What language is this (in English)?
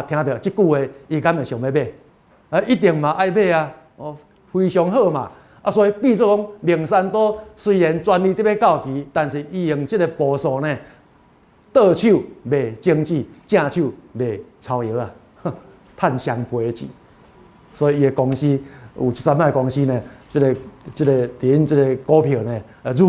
Min Nan Chinese